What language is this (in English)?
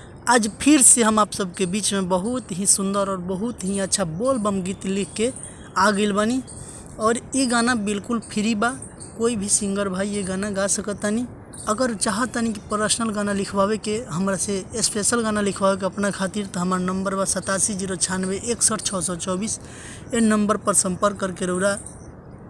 Bhojpuri